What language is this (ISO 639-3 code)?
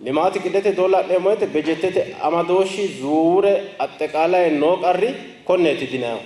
sid